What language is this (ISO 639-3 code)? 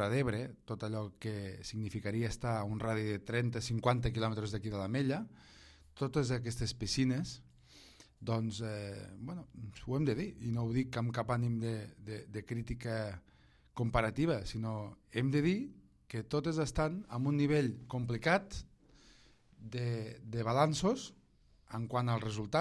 cat